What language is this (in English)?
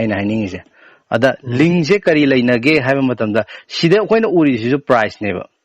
Manipuri